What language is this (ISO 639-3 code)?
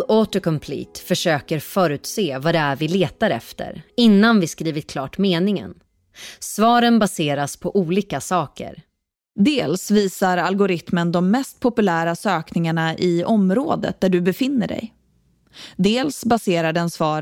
swe